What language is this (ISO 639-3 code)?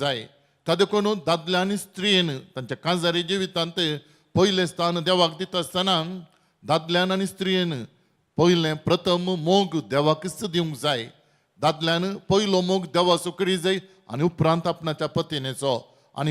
kok